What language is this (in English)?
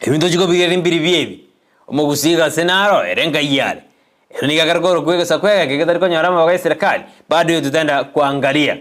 Gusii